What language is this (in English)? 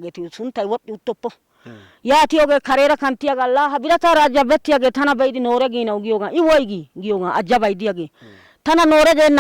Wolaytta